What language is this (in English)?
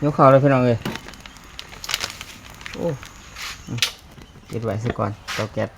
Lao